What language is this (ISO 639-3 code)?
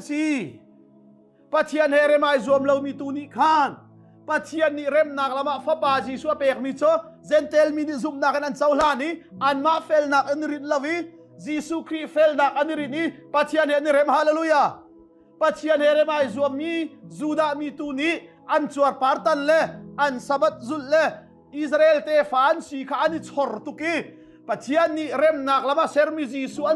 cnh